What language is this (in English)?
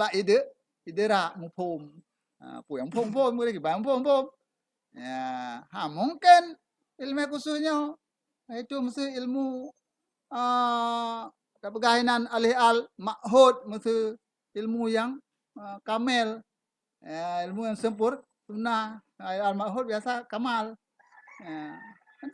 Achinese